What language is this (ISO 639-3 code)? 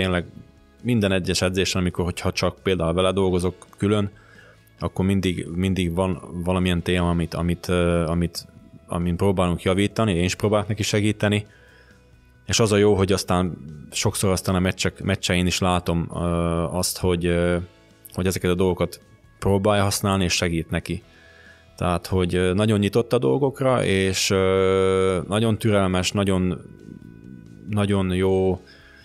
hun